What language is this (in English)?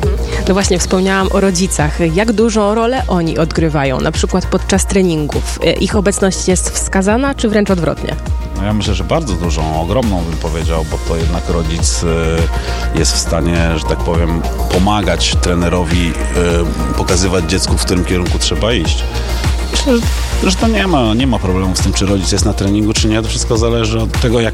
Polish